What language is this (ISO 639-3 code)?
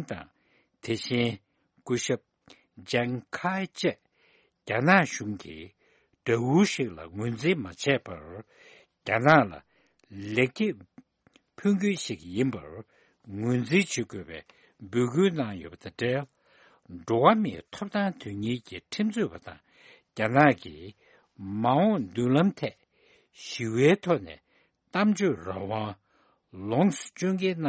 bod